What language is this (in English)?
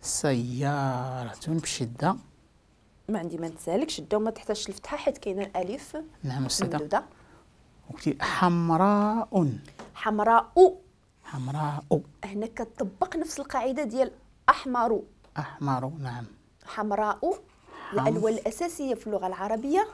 Moroccan Arabic